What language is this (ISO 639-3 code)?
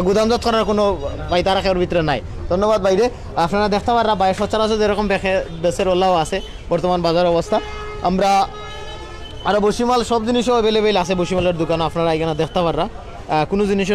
syl